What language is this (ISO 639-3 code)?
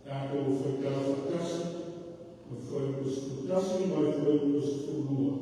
smo